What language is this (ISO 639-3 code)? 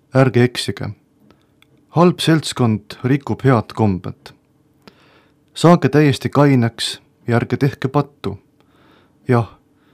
est